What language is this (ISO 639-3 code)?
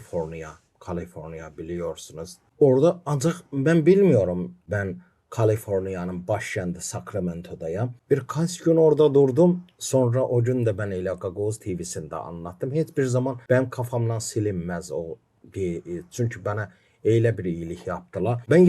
gag